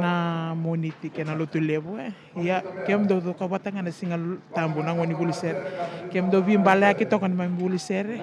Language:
Fijian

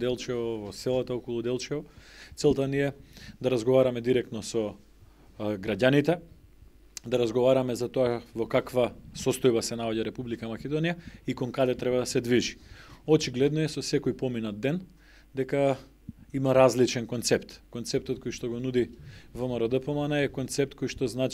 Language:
Macedonian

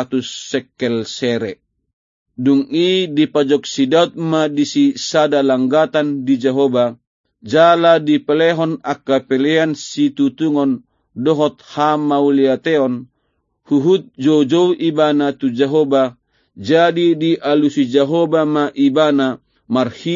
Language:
Batak Toba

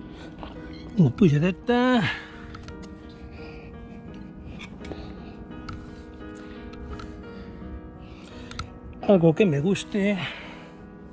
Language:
Catalan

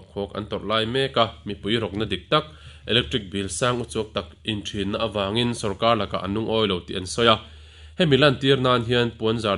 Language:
Mizo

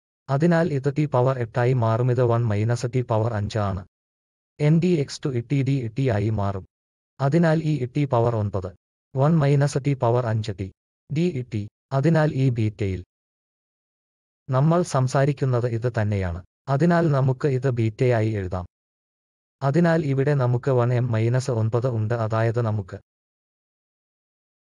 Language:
Malayalam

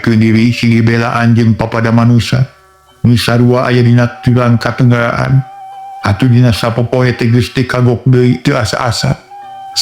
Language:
Sundanese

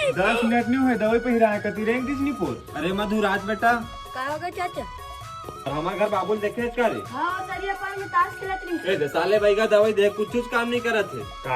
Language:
Chhattisgarhi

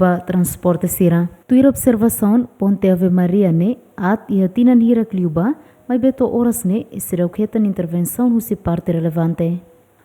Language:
Tetum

